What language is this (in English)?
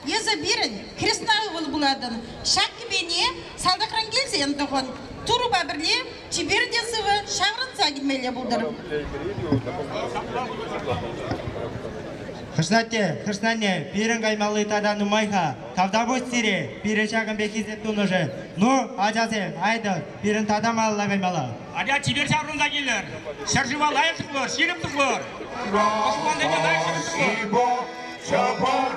Chuvash